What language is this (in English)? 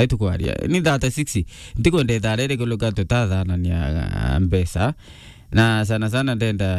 Meru